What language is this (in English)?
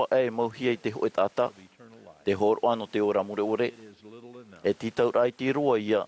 Tahitian